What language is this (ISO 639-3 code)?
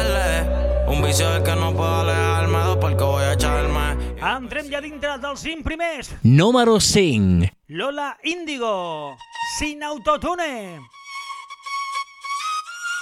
cat